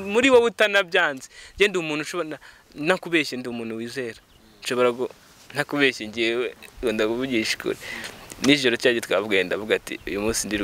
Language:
Kinyarwanda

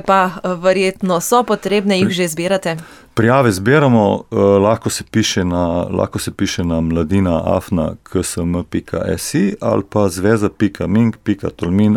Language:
Slovenian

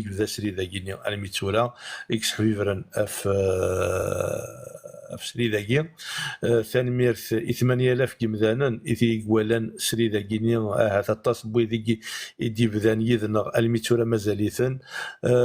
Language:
Kabyle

